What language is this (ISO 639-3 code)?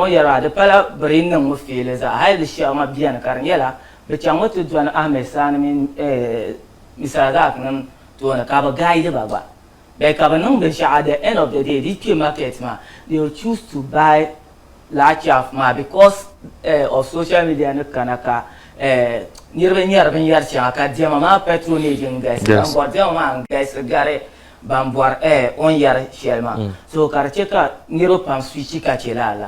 dag